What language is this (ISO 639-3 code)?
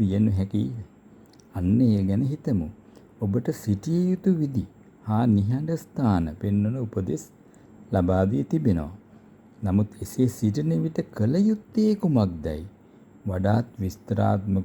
sin